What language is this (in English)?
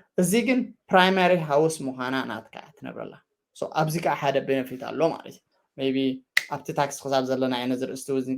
Tigrinya